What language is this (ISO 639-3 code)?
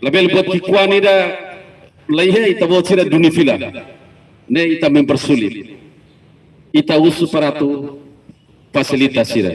tet